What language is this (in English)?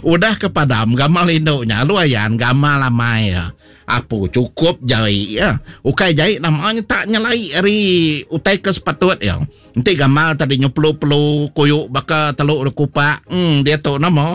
Iban